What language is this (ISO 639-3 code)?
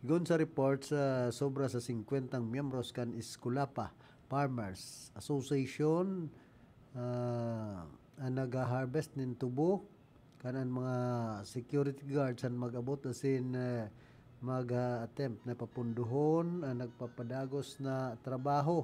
bik